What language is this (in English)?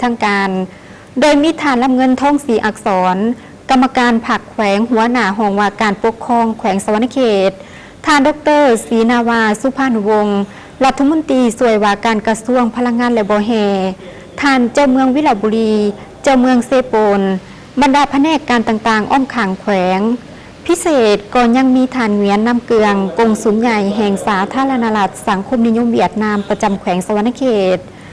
Lao